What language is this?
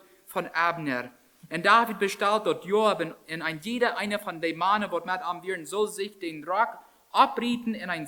Plautdietsch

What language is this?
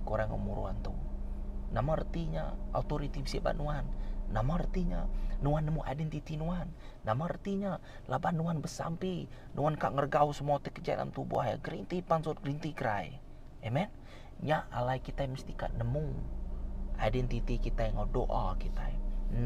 Iban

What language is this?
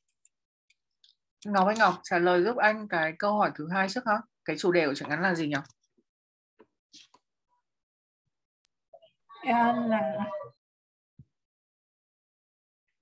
Vietnamese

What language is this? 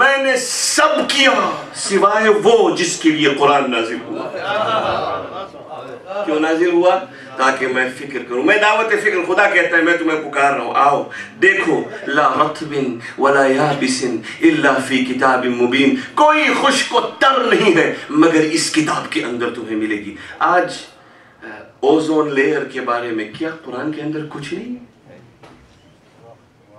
Urdu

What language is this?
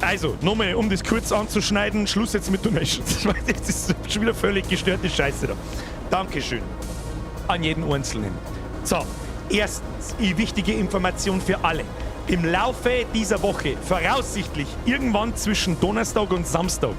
Bavarian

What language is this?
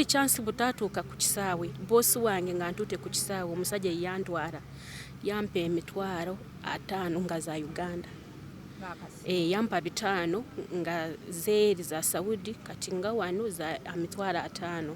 Ganda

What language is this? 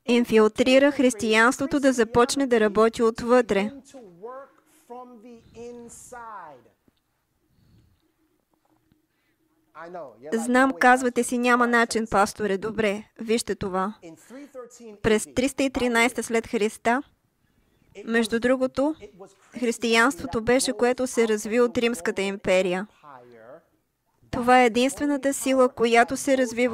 Bulgarian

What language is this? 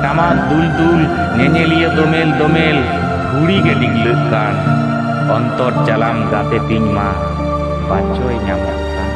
Santali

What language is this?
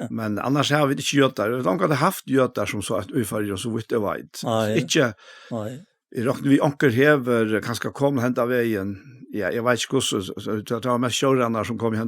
Faroese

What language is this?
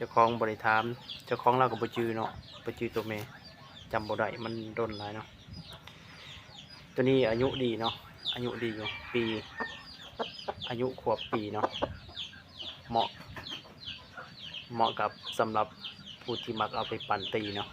Lao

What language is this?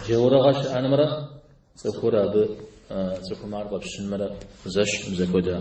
Kabardian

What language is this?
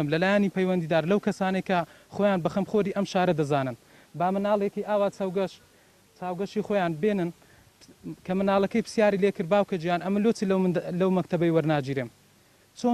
Central Kurdish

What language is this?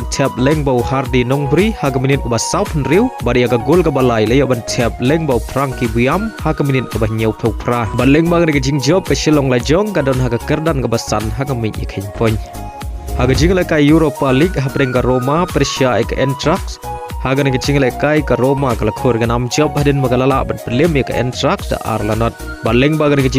Khasi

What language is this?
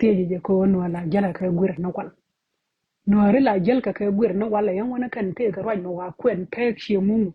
Nuer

